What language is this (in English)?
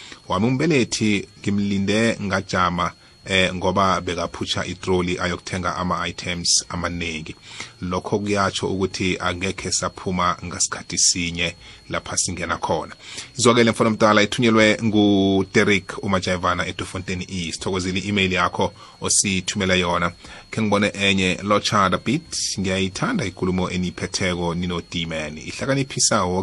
South Ndebele